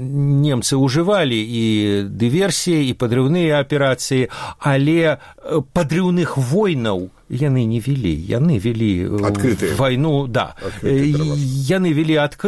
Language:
Belarusian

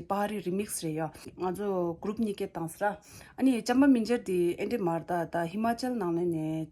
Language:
Tibetan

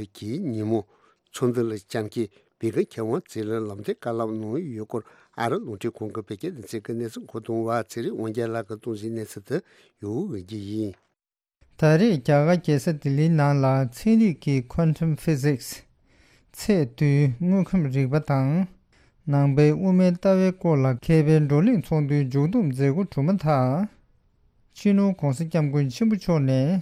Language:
Tibetan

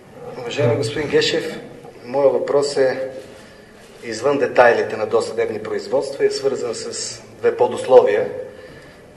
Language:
Bulgarian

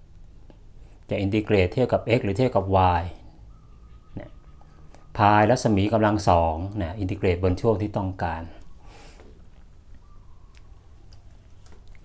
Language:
Thai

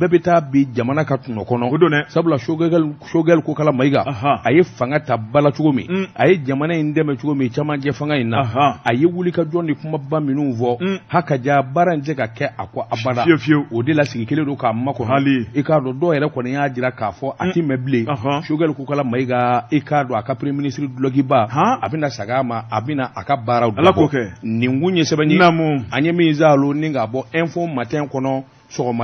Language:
Bambara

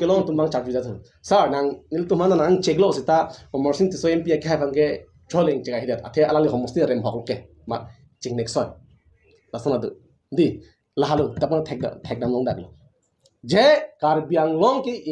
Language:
Karbi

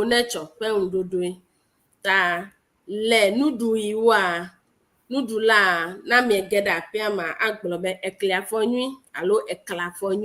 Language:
Ewe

